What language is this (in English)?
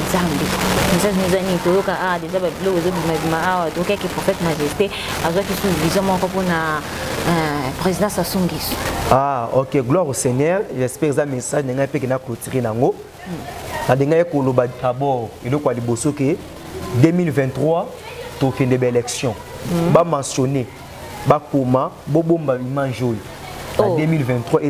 Lingala